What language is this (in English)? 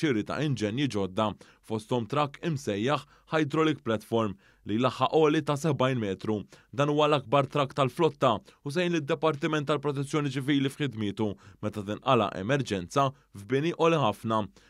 Maltese